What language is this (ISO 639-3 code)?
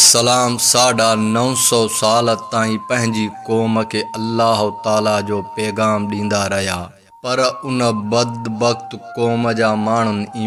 snd